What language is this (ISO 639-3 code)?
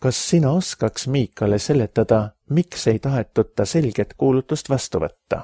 est